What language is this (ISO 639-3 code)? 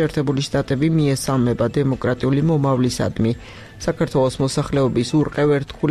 kat